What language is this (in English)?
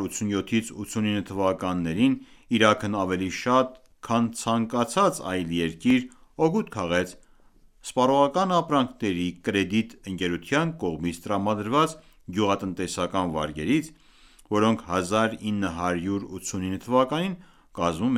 Armenian